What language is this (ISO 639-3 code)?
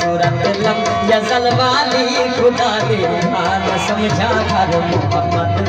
skr